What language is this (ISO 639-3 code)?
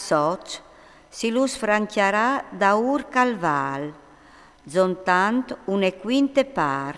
fur